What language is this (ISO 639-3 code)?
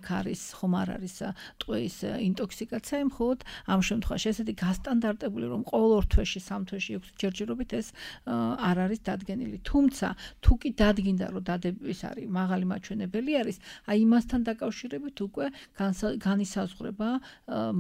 kat